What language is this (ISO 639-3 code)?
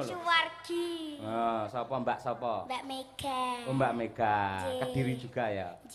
jav